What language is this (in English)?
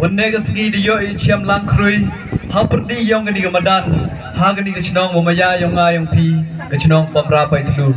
Khasi